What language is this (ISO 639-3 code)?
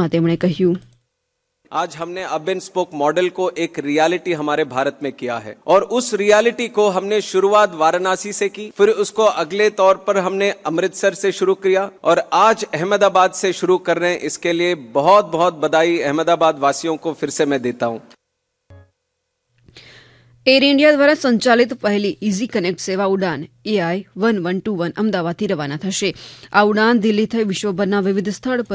guj